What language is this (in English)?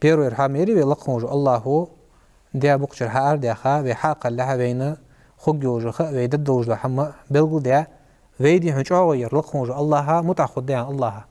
Ingush